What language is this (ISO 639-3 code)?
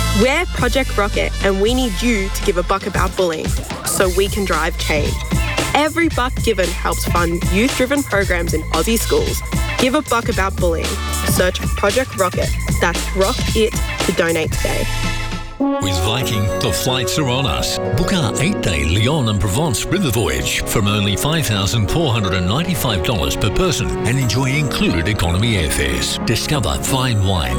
eng